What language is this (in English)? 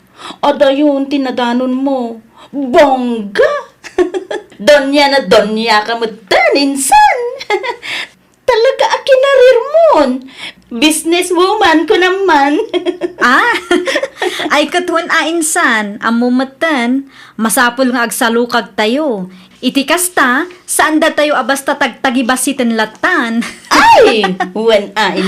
Iloko